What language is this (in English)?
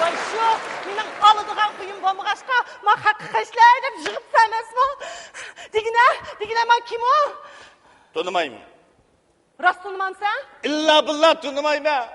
Uyghur